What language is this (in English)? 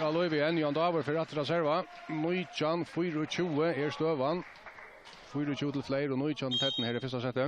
Faroese